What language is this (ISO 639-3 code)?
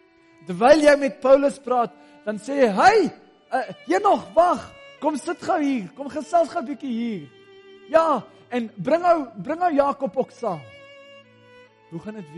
afr